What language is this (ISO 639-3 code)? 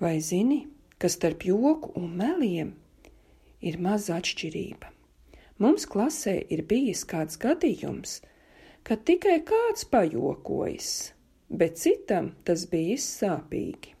lav